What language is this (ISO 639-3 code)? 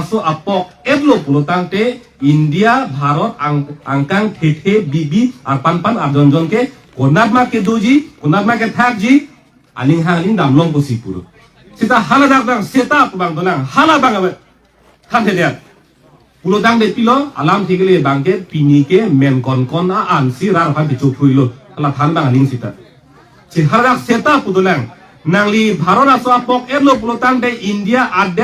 mjw